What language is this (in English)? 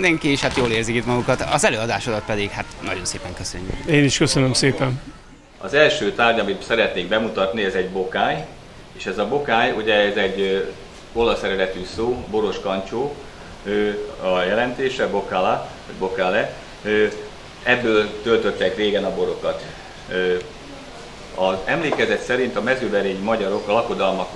Hungarian